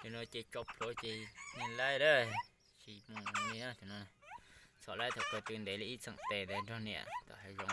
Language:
Hmong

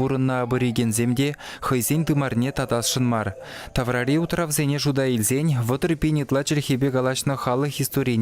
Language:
Chuvash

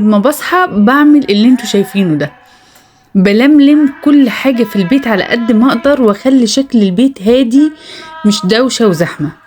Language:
Egyptian Arabic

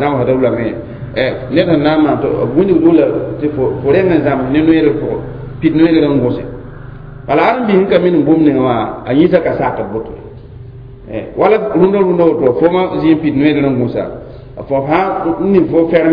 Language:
Mossi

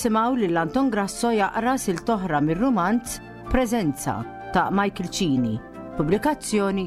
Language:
Maltese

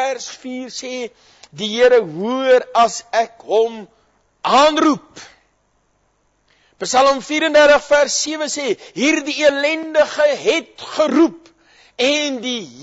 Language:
Afrikaans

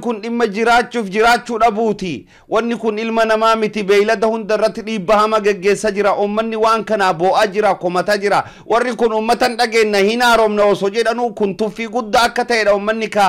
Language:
Oromo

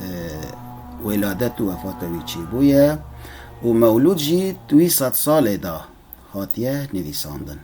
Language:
Kurdish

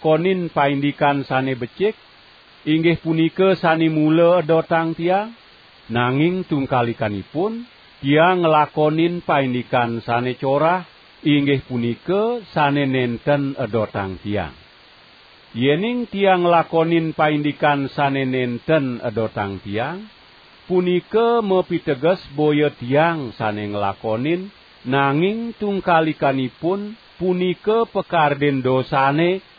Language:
Balinese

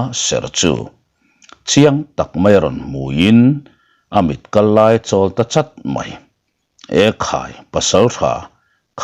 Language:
Mizo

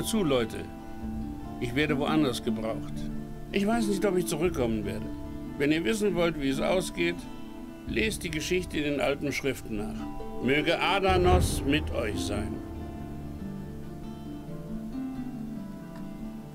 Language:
German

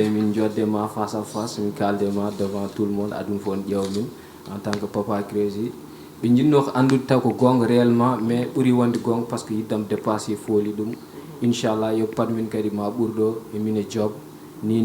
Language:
Fula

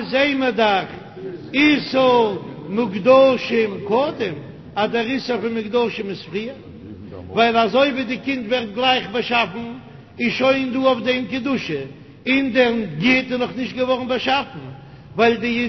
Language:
Yiddish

